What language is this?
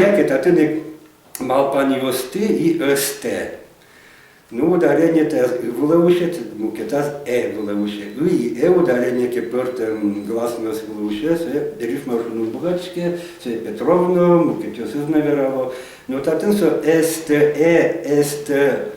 Udmurt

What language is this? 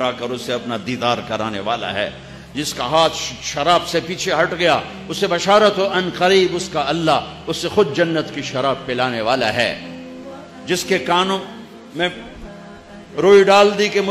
Urdu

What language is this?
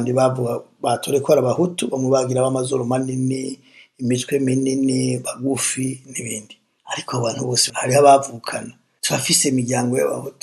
Rundi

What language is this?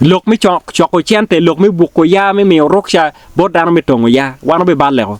Acoli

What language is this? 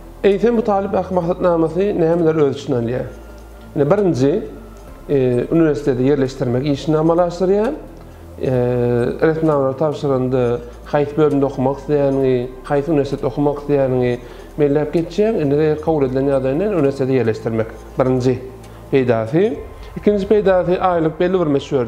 Turkmen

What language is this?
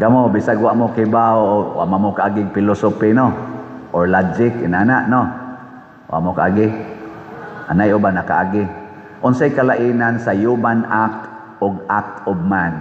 Cebuano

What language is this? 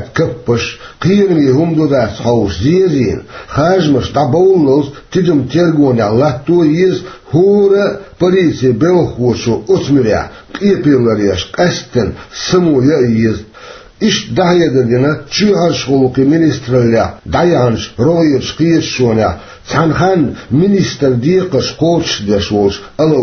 Chechen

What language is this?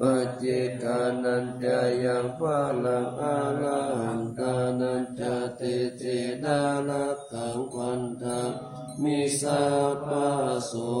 Pali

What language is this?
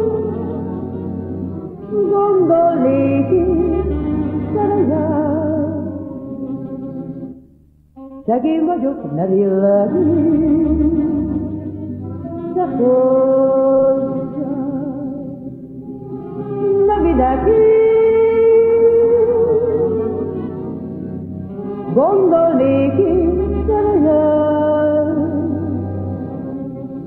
Hungarian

